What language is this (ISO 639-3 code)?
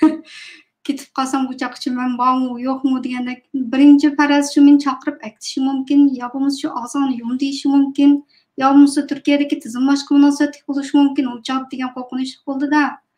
uig